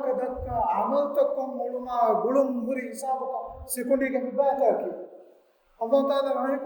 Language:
Divehi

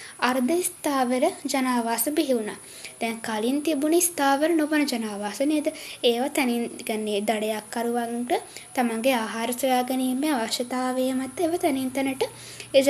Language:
Sinhala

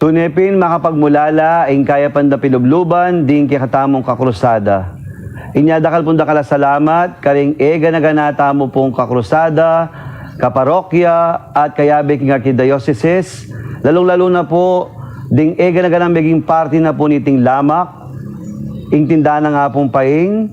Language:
Pampanga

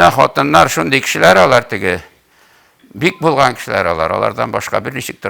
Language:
Tatar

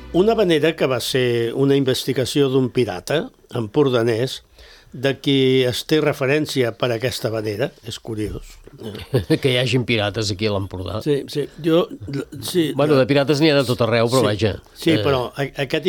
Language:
Catalan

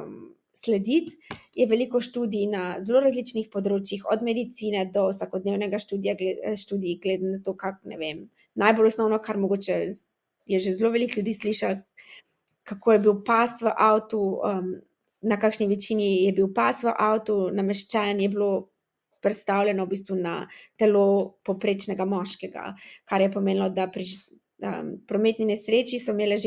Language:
Slovenian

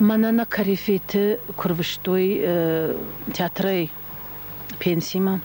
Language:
Ossetic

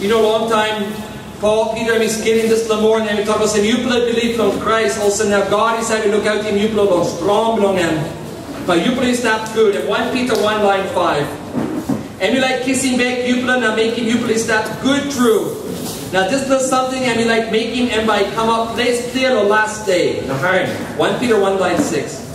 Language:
Tok Pisin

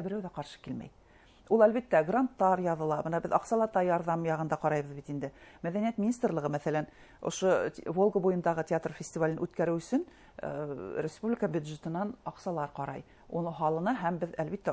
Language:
Bashkir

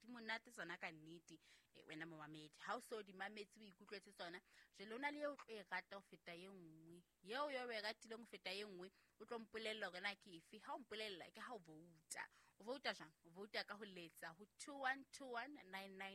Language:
Southern Sotho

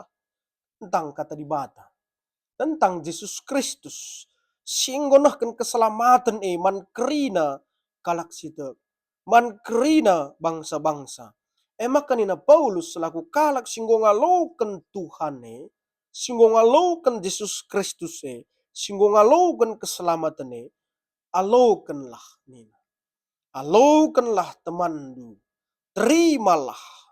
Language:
Batak Karo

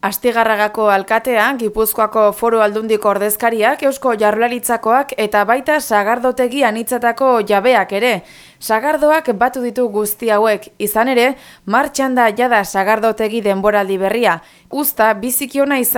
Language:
Basque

